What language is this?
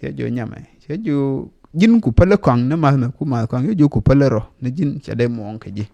Nuer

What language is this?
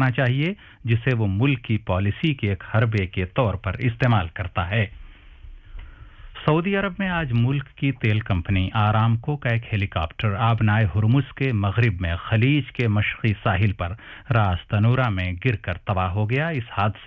Urdu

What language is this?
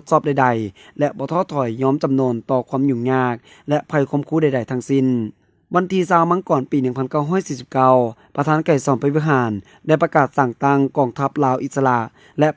Lao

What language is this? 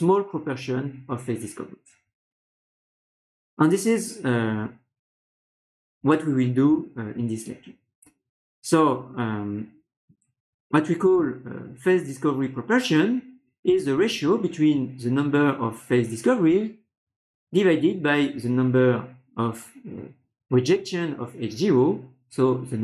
English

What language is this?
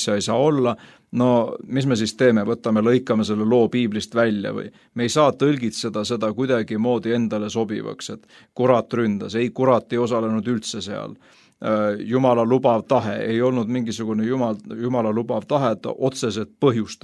Estonian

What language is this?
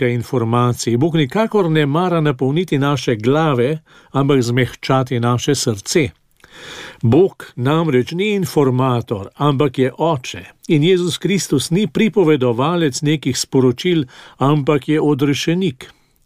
Slovenian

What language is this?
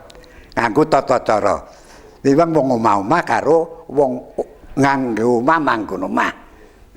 Javanese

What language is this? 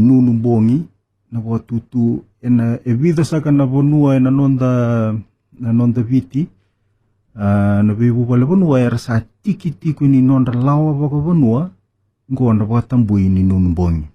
Fijian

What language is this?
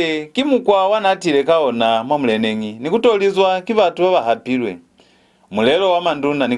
Lozi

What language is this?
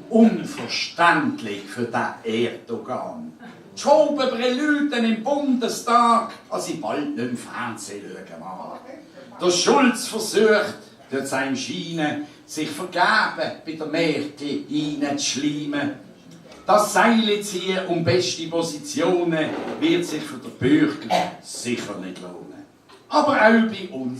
Swiss German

